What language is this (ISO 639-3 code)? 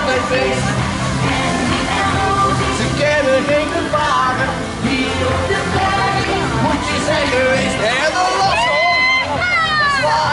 nld